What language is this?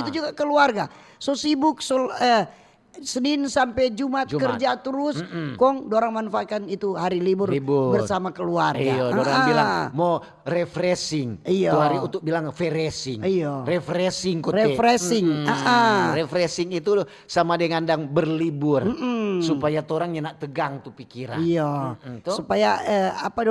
Manado Malay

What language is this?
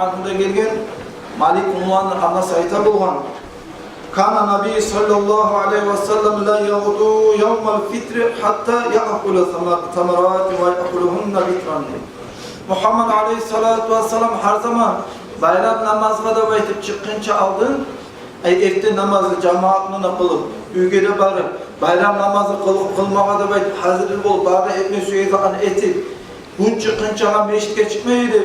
Kumyk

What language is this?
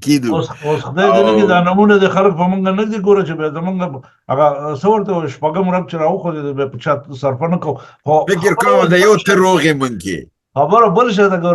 Pashto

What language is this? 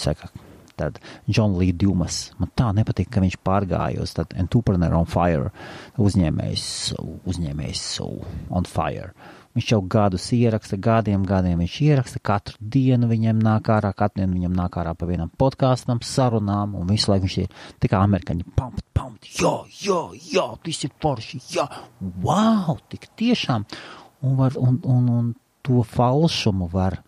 Latvian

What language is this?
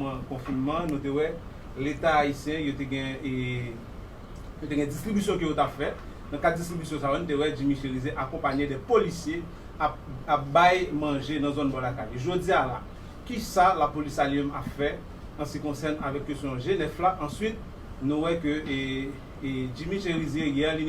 Haitian Creole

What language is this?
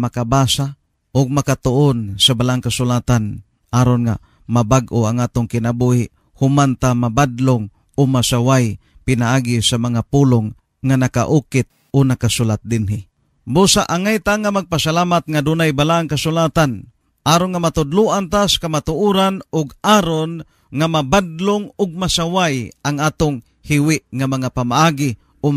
Cebuano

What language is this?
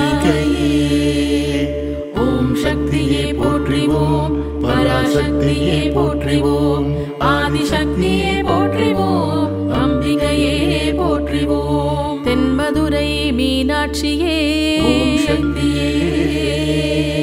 Tamil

